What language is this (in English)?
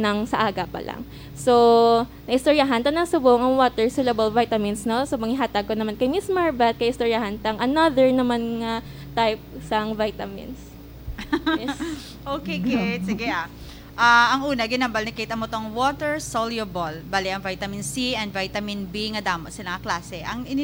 Hiligaynon